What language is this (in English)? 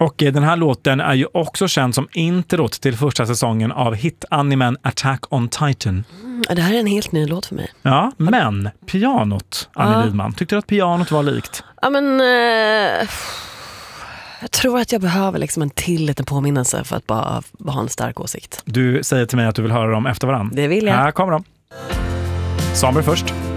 Swedish